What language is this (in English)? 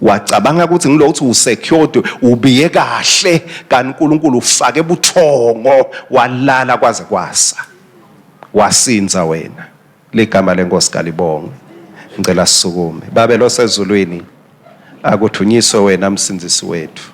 Swati